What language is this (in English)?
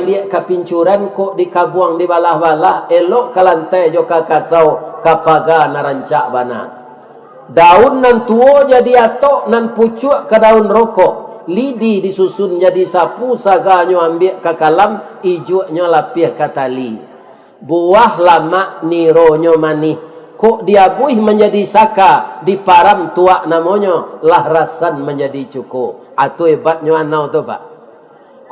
Minangkabau